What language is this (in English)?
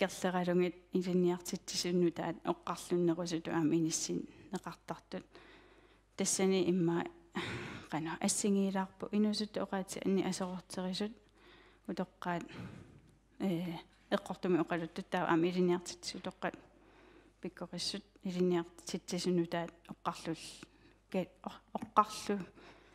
Kalaallisut